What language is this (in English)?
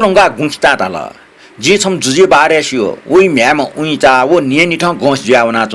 Newari